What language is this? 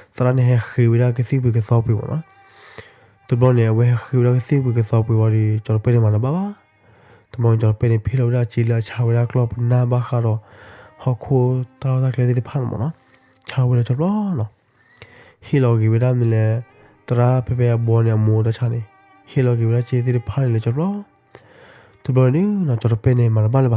S'gaw Karen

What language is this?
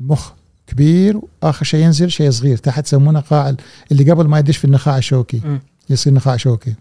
Gulf Arabic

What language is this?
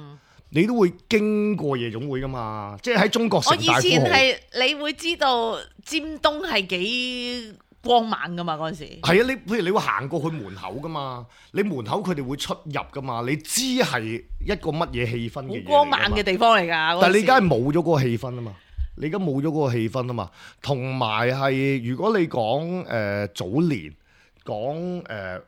Cantonese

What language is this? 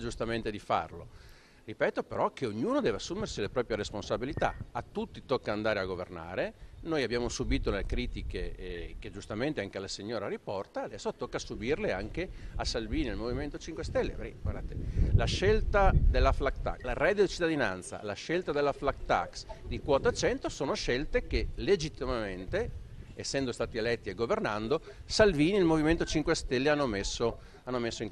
Italian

